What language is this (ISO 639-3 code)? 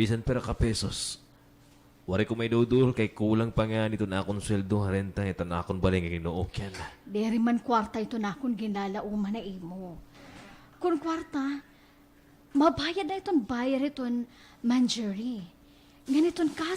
war